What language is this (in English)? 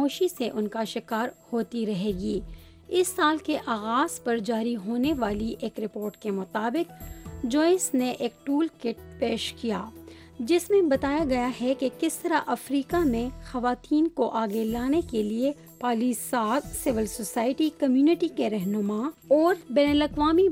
Urdu